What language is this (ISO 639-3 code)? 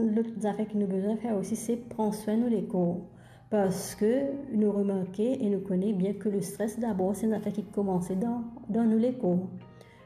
mfe